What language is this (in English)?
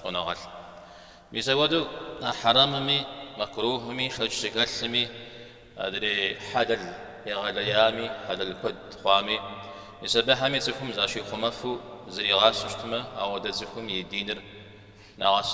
Kabardian